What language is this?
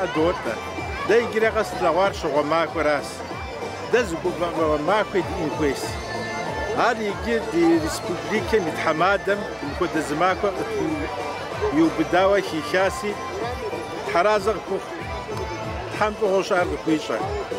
Kabardian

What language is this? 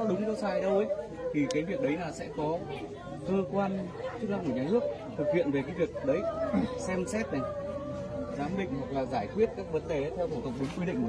Hmong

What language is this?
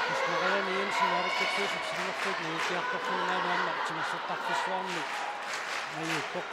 Kalaallisut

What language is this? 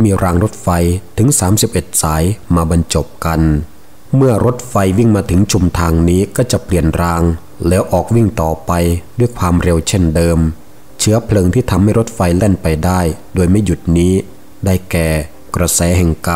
Thai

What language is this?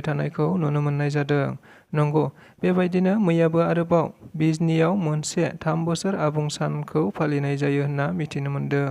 Bodo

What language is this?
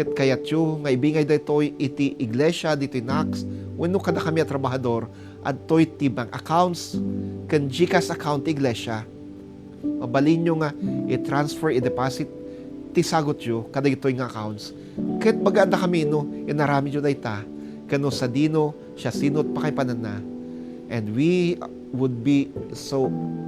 Iloko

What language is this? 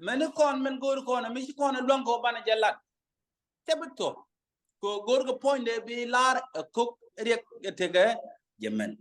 Nuer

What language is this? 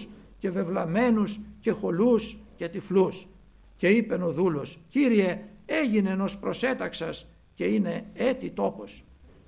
Greek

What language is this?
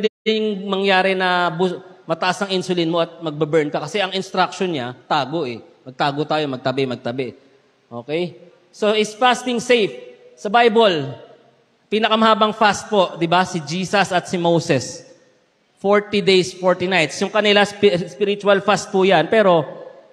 Filipino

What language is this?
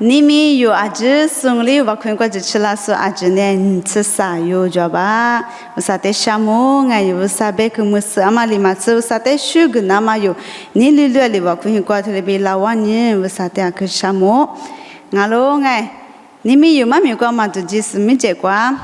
Lisu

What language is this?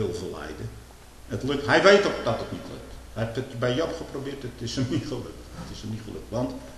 Dutch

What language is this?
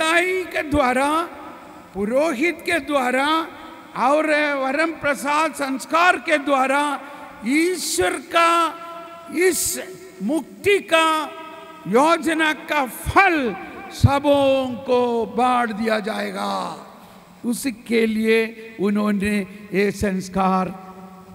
Hindi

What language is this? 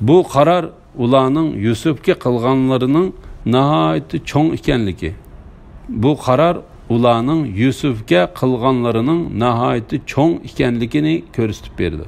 Uyghur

